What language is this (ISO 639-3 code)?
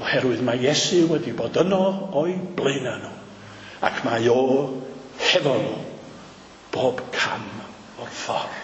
cym